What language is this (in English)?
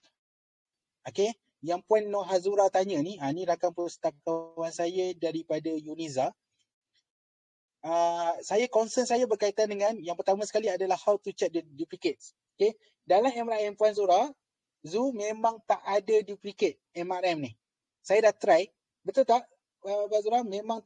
Malay